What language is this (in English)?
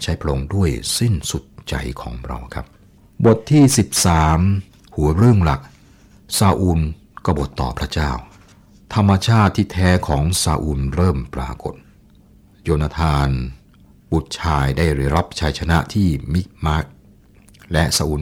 Thai